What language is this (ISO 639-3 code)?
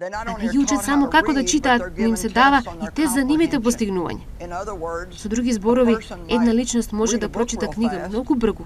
mkd